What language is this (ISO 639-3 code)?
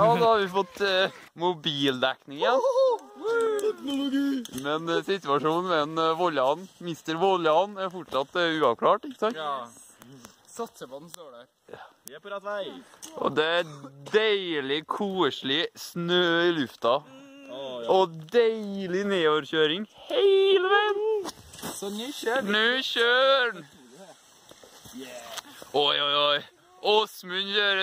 nor